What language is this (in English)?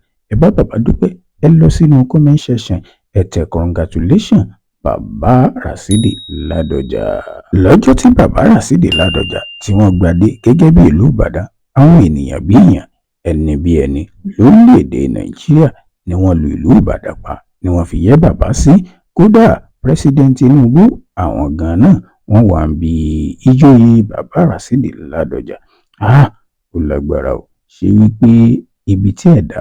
Yoruba